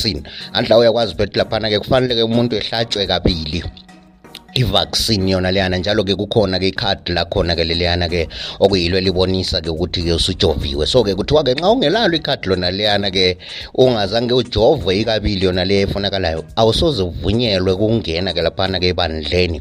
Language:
North Ndebele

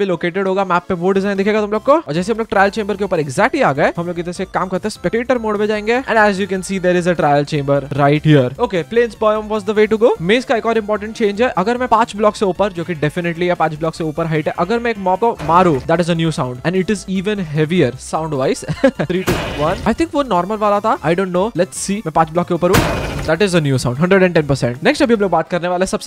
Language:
Hindi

